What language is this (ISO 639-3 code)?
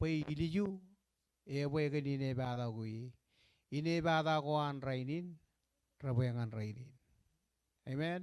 mah